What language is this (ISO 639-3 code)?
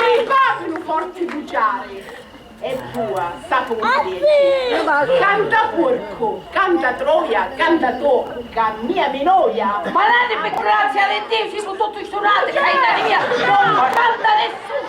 scn